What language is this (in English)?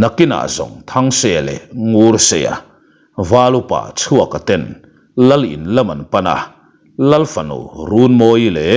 Mizo